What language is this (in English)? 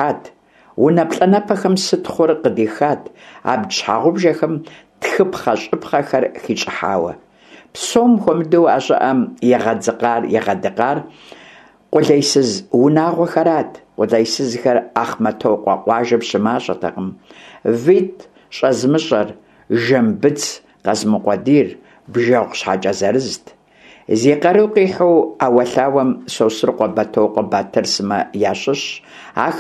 Kabardian